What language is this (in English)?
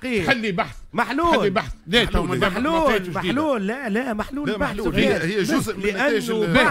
Tunisian Arabic